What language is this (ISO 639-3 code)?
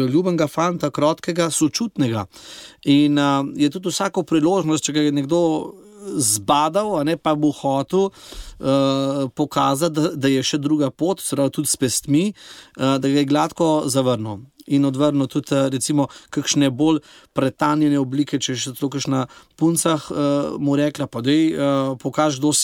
slv